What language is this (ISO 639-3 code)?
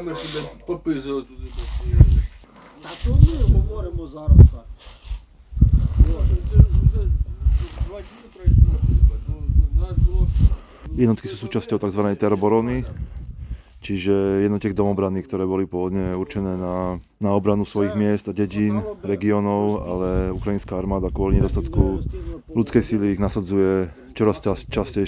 slk